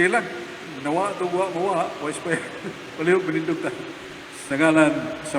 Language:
Cebuano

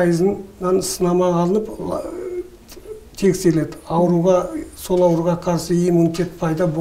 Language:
Kazakh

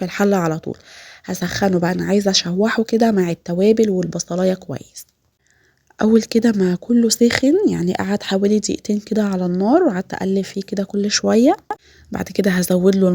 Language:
Egyptian Arabic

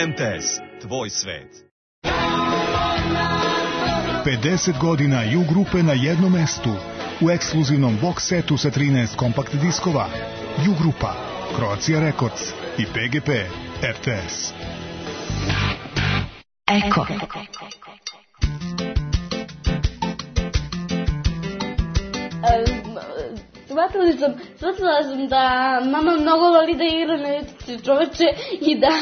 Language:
Serbian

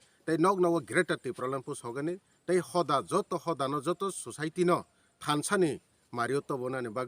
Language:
Kok Borok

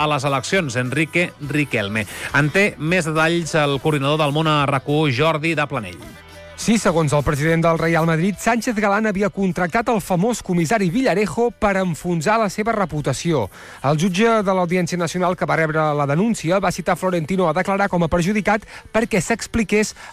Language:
Catalan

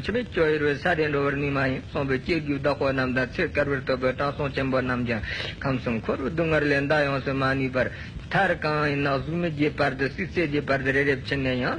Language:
Tibetan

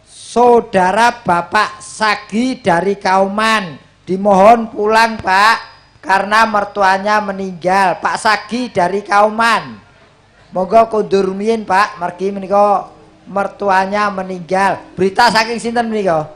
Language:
Javanese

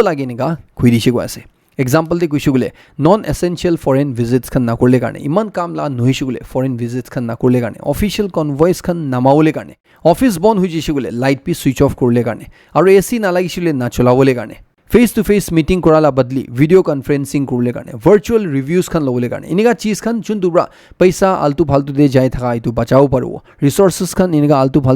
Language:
Naga Pidgin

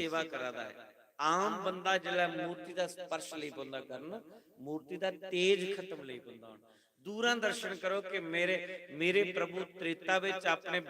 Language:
Dogri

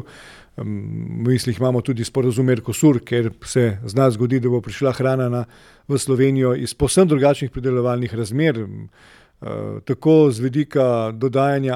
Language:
Slovenian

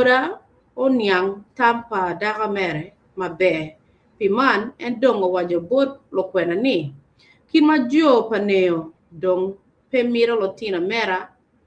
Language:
Acoli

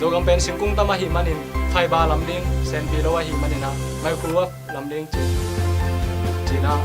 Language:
Tedim Chin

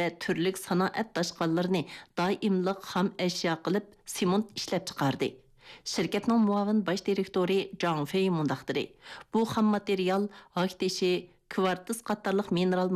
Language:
Uyghur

